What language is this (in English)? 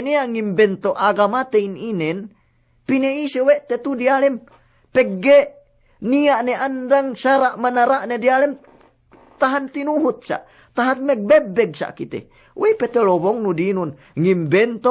Yakan